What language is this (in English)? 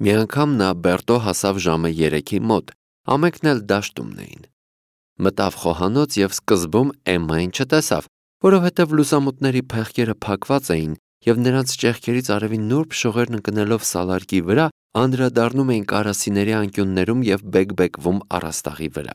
Armenian